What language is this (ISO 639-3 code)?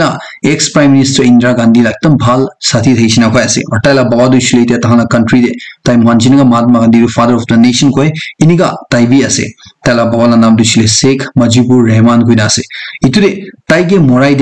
nag